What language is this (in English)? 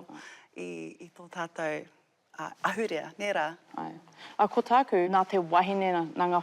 Māori